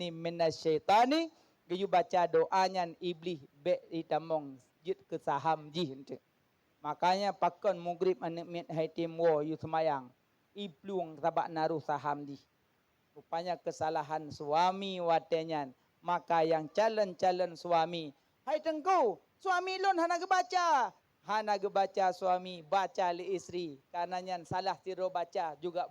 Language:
Achinese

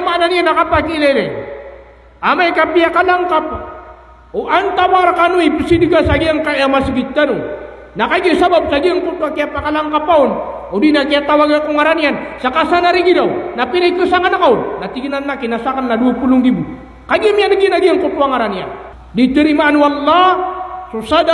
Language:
Maranao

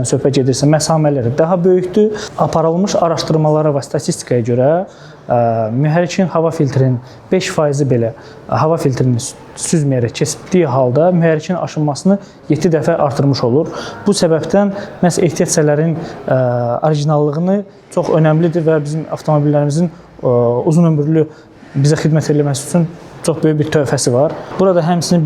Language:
Azerbaijani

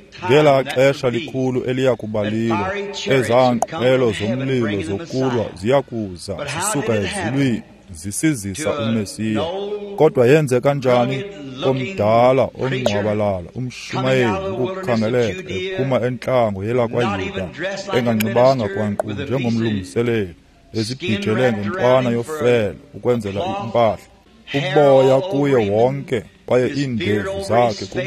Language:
Xhosa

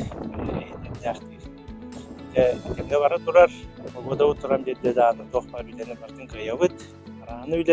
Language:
Yakut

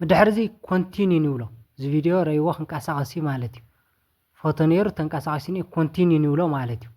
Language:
Tigrinya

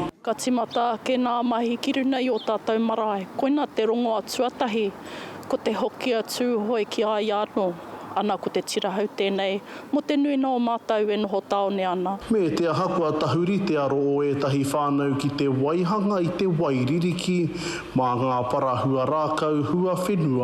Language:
Māori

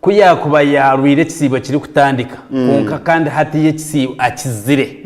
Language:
Nyankole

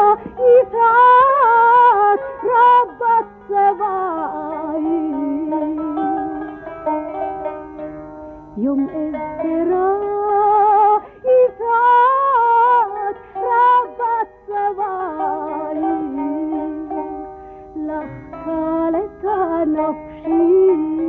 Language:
Hebrew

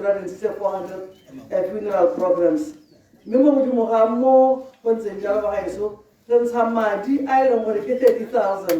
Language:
Tswana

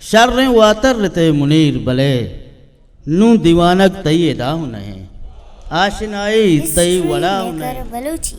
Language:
Eastern Balochi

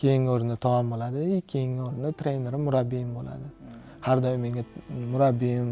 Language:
Uzbek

